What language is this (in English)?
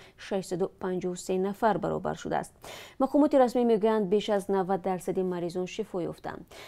Tajik